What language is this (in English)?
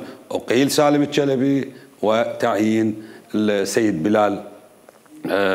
Mesopotamian Arabic